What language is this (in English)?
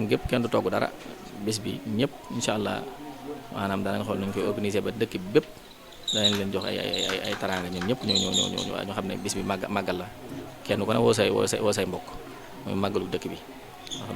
Wolof